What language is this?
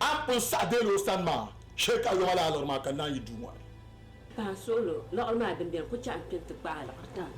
Dagbani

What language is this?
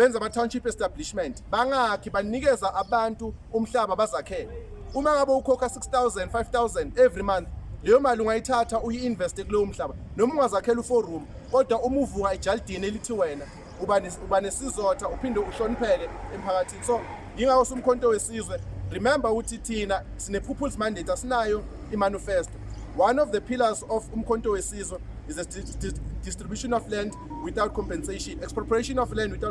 Zulu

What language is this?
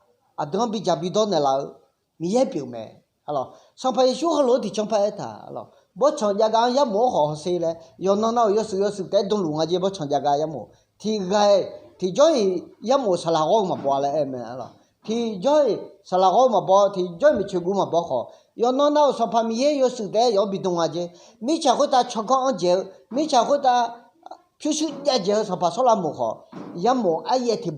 Akha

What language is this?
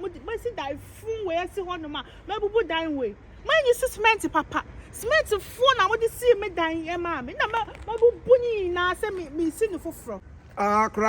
Akan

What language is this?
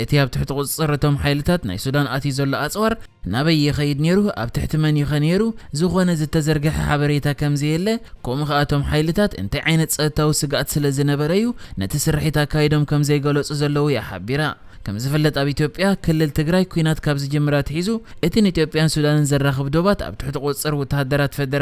Tigrinya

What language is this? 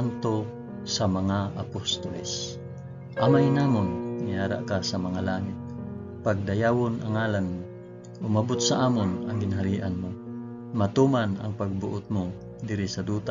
Hiligaynon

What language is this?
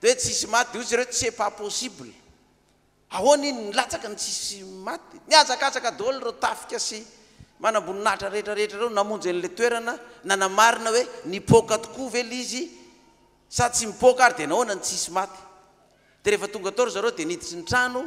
Malagasy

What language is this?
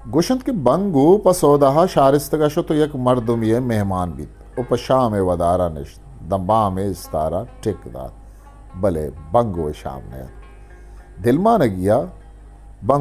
Eastern Balochi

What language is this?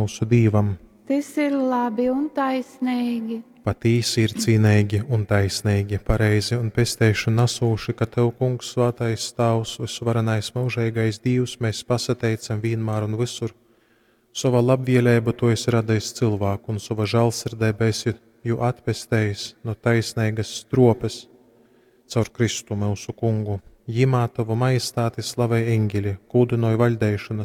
Latgalian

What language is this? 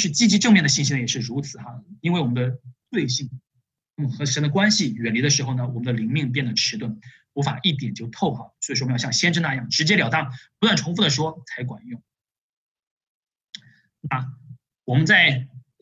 Chinese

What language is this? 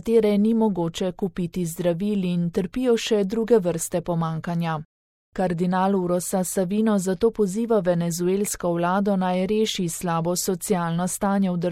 Slovenian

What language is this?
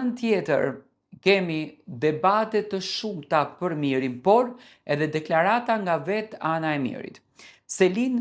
Albanian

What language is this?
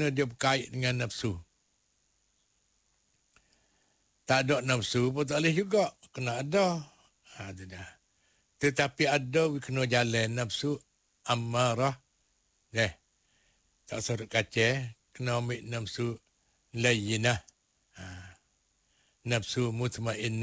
Malay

